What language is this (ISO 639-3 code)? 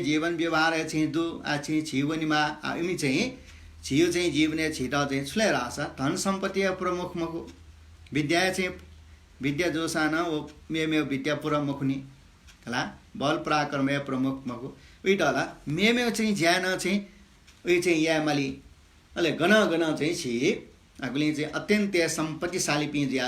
new